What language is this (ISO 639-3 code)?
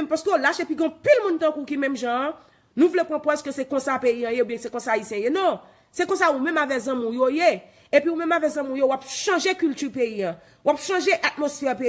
hat